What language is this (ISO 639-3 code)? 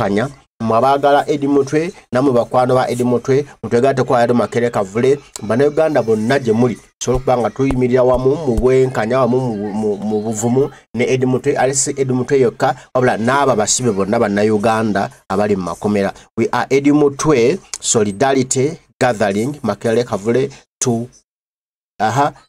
lug